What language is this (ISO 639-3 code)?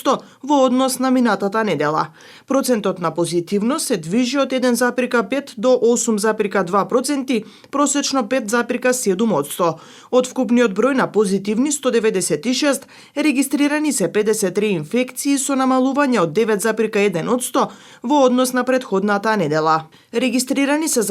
mkd